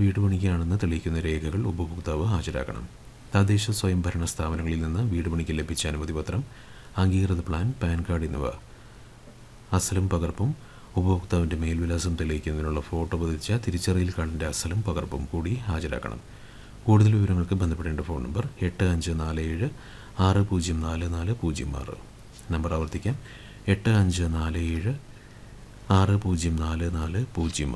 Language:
Malayalam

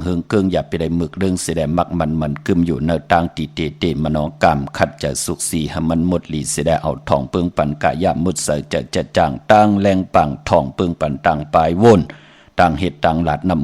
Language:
Shan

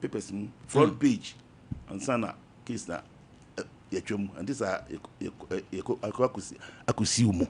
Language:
Akan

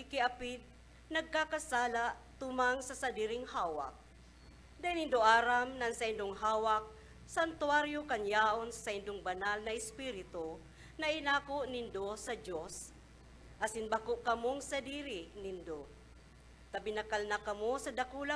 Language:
Bikol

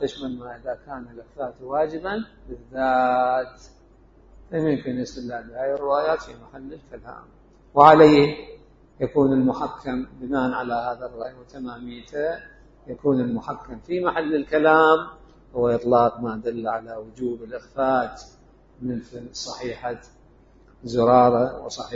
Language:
Mesopotamian Arabic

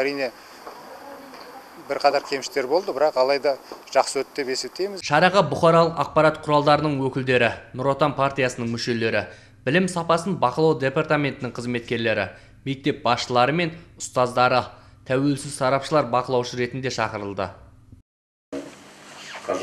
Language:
Kazakh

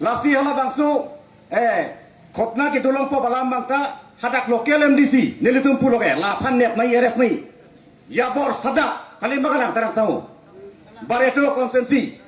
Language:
Karbi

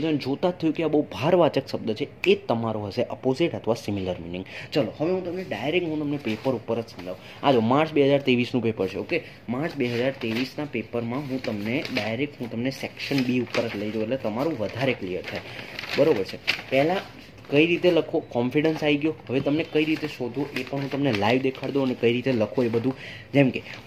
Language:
Gujarati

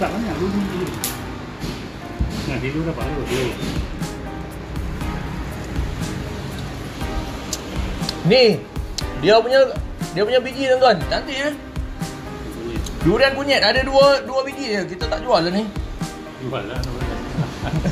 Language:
Malay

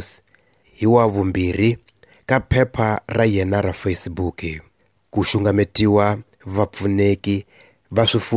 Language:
Tsonga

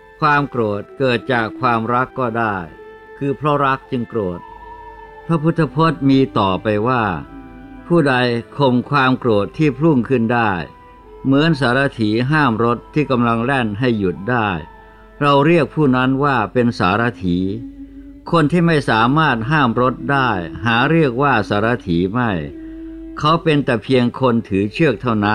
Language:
Thai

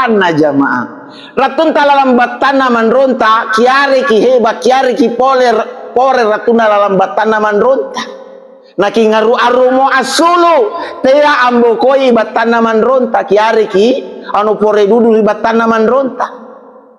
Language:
Makasar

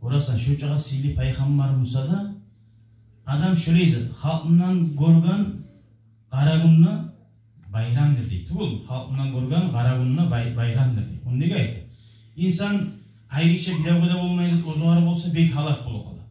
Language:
Kumyk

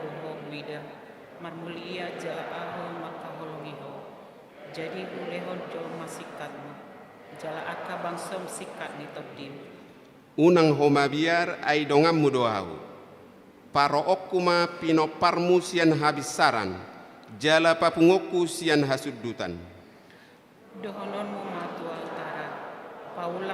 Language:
Batak Toba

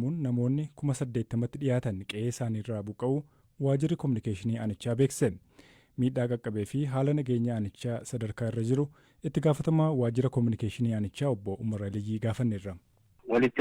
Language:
Oromo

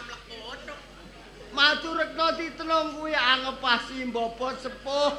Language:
Javanese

